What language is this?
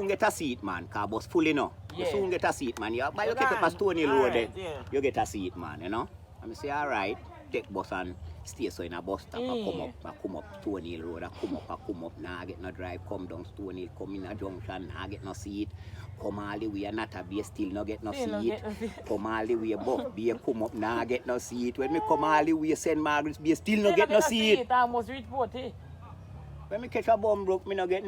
Jamaican Creole English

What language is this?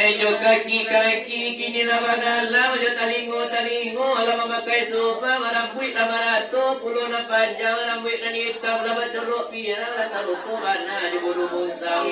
Minangkabau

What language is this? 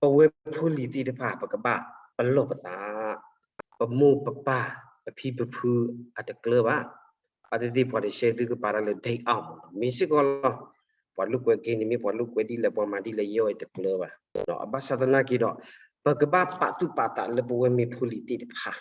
S'gaw Karen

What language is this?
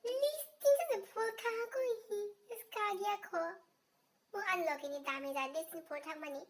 Kok Borok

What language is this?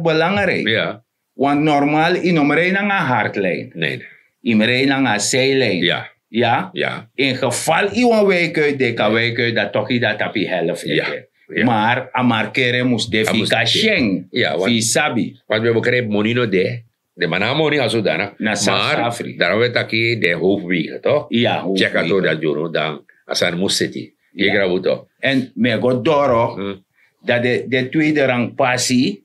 Sranan Tongo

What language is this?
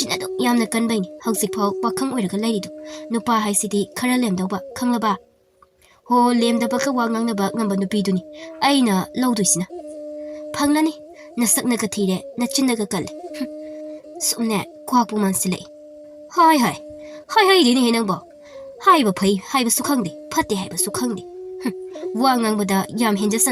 Manipuri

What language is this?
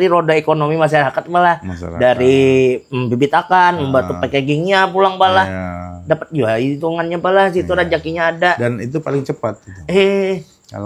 Banjar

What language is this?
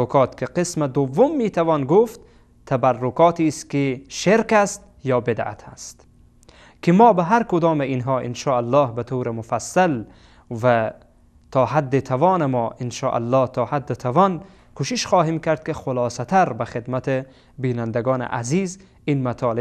Persian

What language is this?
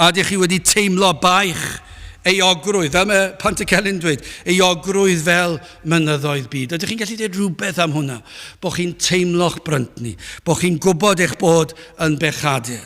Welsh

